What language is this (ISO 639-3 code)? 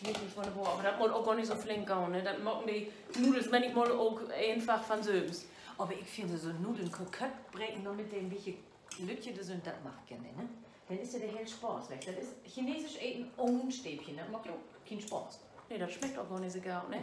nds